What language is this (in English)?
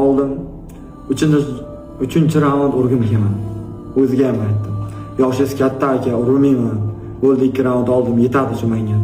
Uzbek